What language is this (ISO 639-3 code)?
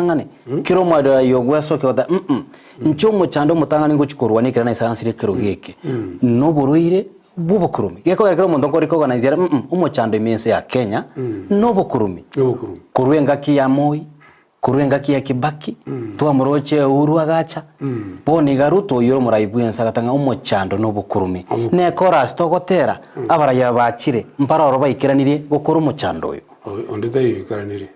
guz